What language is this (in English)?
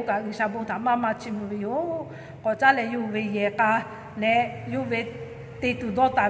Lahu